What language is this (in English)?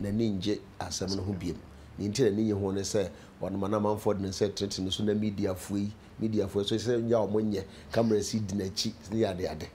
Akan